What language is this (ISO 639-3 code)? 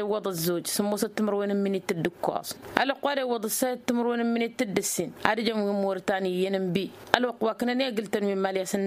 taq